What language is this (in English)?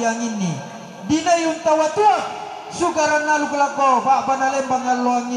Toraja-Sa'dan